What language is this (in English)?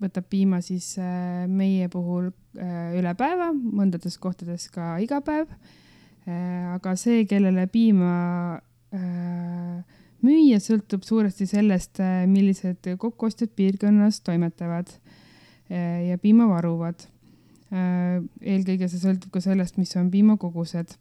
Estonian